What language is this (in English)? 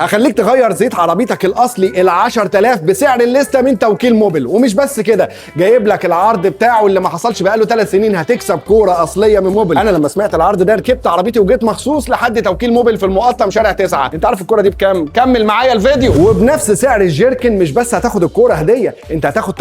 Egyptian Arabic